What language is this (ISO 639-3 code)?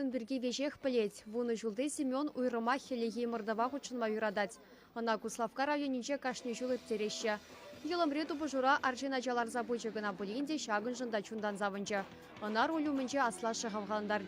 chv